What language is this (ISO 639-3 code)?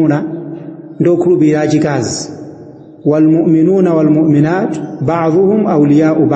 nya